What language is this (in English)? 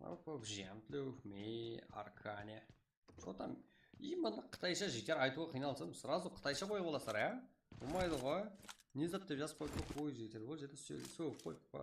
Kara-Kalpak